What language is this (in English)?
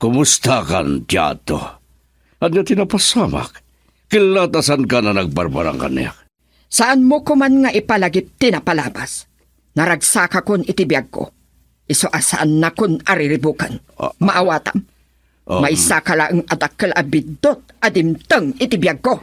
Iloko